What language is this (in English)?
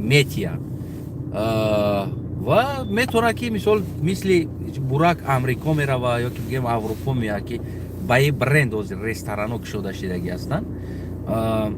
Tajik